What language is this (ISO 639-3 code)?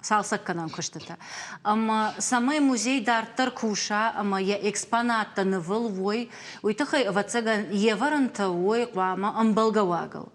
oss